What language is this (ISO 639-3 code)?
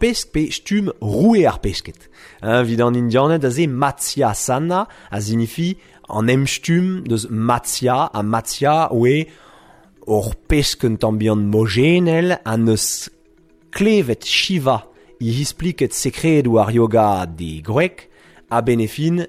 bre